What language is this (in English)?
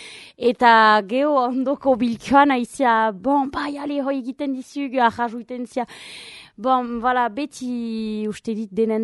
Basque